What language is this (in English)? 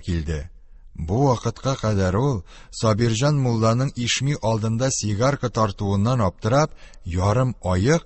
Tatar